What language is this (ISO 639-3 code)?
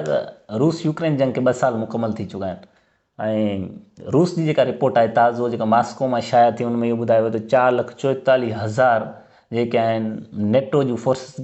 snd